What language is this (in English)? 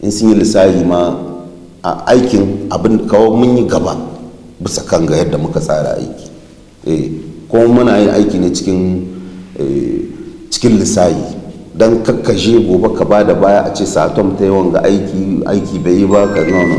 Hausa